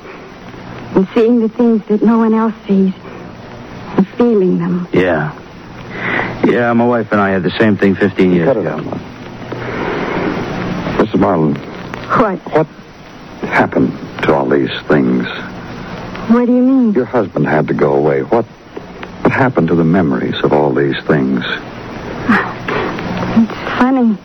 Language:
English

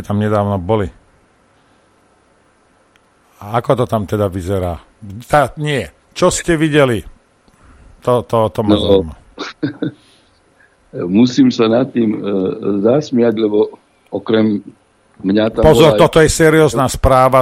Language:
Slovak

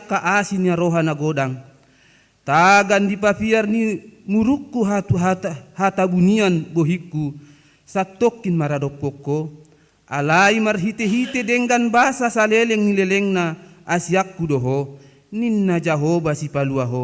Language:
Batak Toba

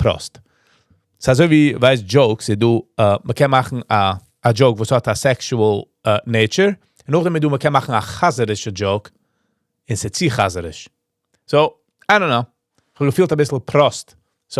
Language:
Yiddish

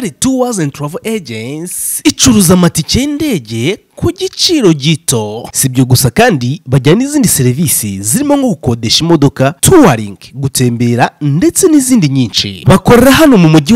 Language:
Kinyarwanda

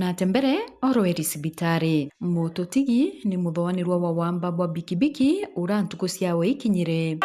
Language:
Meru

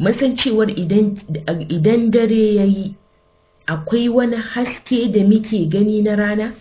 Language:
Hausa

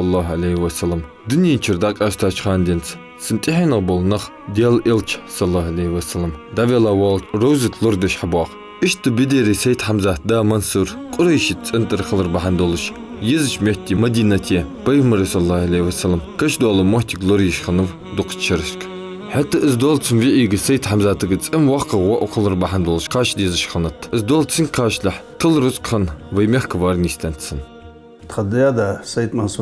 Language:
Ingush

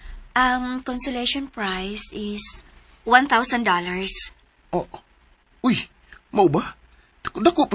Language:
Cebuano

